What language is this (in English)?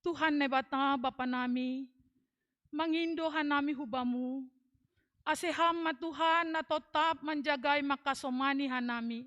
Batak Simalungun